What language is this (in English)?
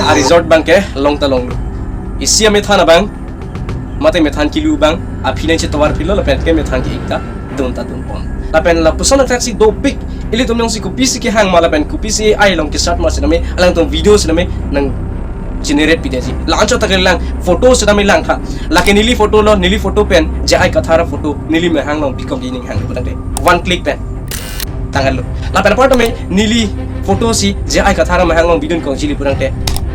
Karbi